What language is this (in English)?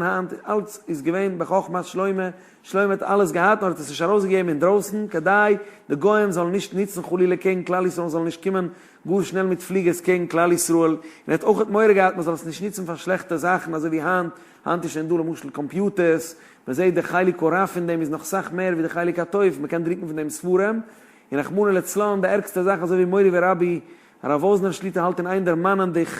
Yiddish